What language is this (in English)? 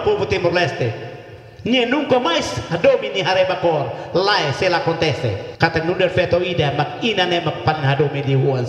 Tetum